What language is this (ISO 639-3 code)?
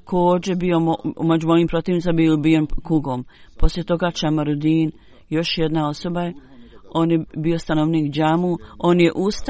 bos